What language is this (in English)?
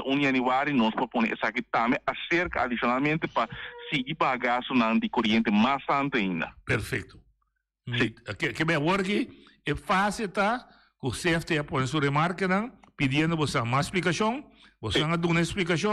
Papiamento